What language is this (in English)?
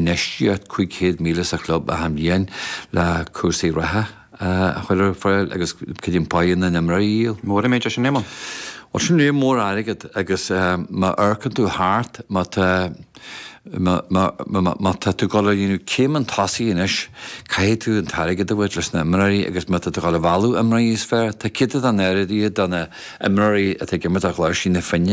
Irish